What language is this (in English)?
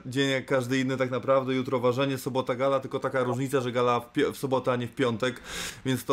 Polish